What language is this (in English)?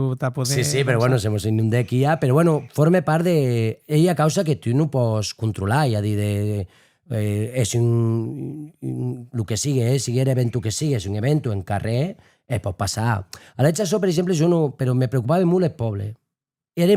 Occitan